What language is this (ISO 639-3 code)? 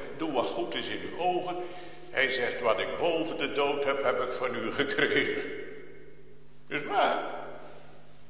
nld